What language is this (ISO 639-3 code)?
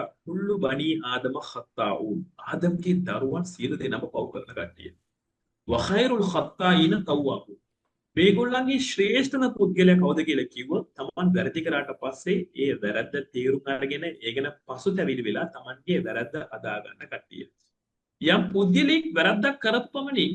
sin